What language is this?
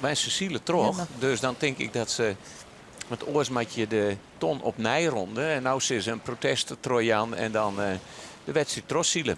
Western Frisian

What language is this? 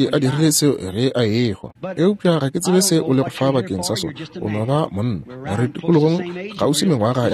Northern Sotho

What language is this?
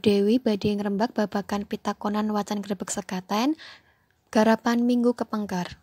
Javanese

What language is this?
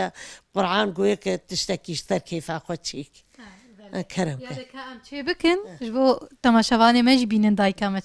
Kurdish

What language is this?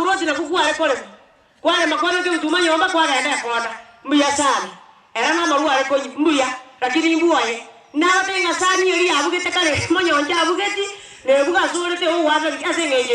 Gusii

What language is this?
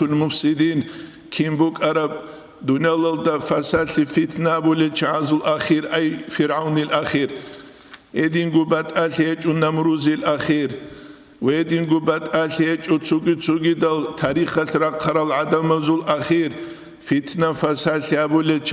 Avaric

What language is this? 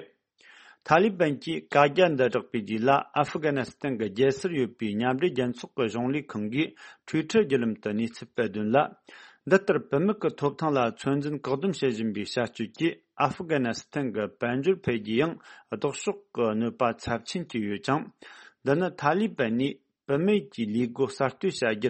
Tibetan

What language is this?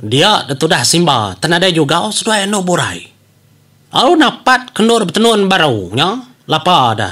Iban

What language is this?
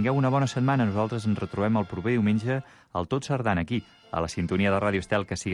Catalan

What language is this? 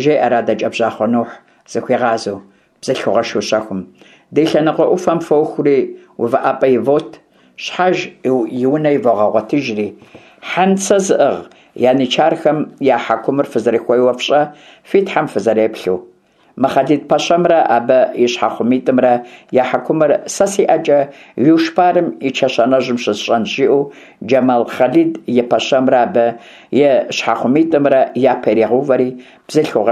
Kabardian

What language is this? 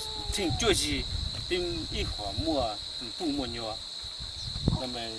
Hmong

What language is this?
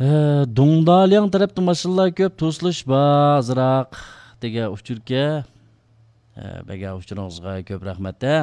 Uyghur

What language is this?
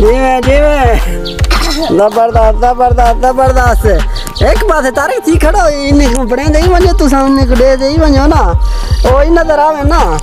Saraiki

